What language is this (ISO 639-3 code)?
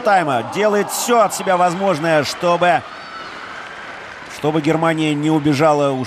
rus